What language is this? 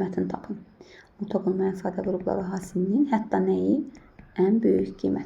Azerbaijani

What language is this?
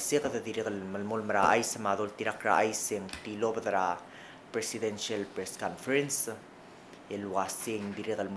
Palauan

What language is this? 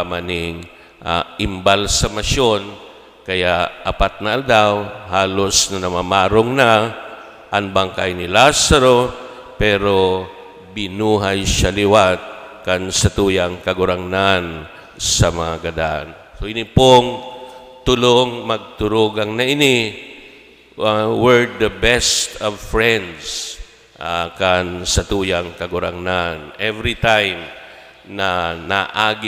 Bikol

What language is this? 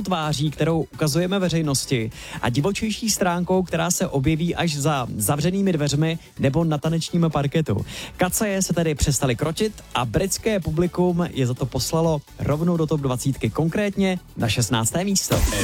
Czech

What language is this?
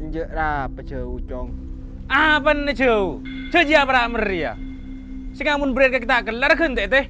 Madurese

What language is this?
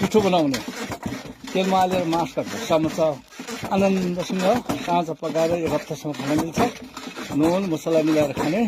Nepali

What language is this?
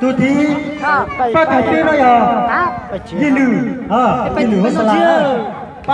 Hmong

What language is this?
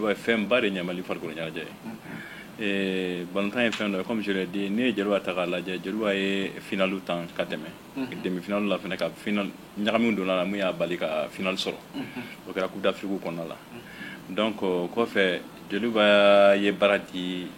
Bambara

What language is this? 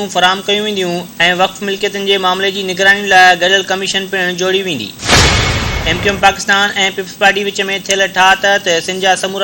Sindhi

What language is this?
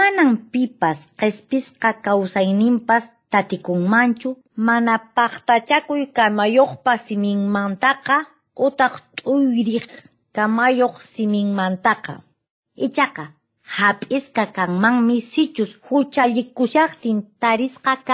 Quechua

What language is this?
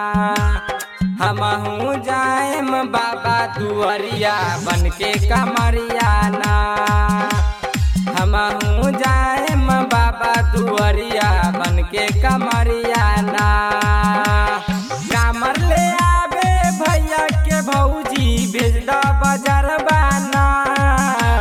Bhojpuri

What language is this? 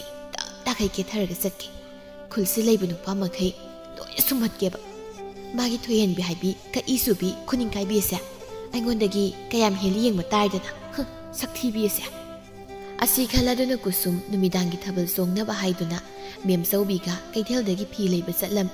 Manipuri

